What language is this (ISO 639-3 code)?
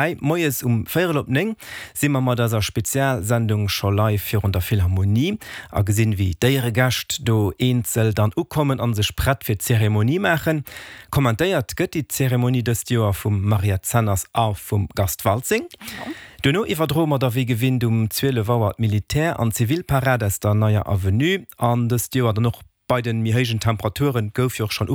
ltz